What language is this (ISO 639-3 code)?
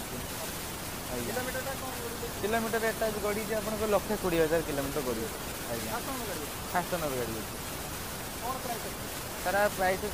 ori